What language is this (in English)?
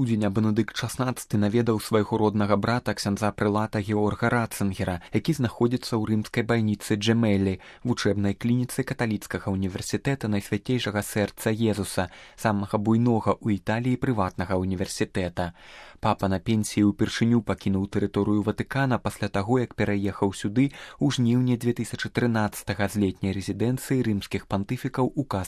Belarusian